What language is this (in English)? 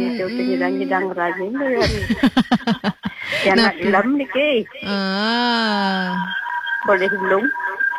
Balinese